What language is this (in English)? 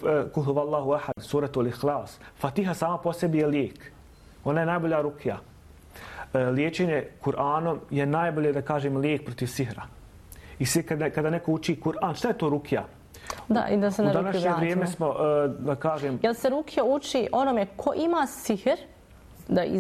Bosnian